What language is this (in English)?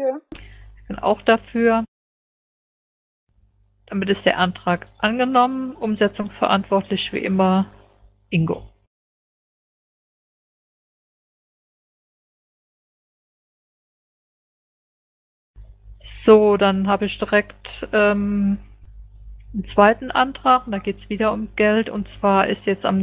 German